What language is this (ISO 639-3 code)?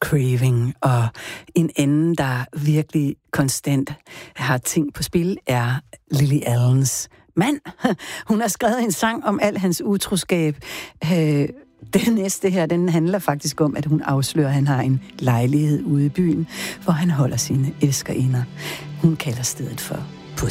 dan